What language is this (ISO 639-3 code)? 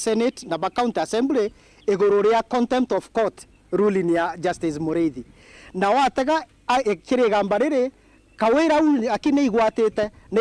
mer